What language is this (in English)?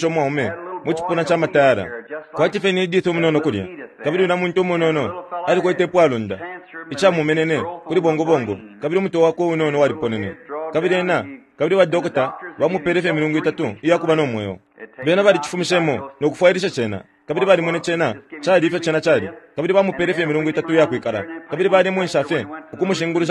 Bemba